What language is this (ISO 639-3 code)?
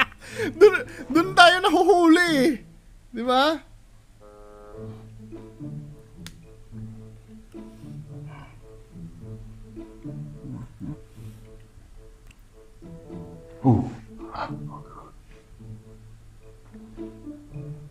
fil